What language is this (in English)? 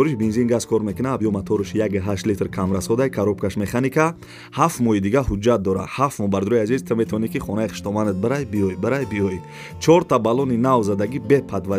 Tajik